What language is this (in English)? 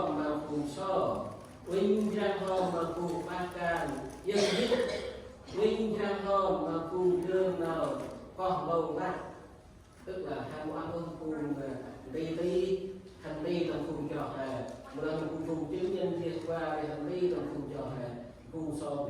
Central Mnong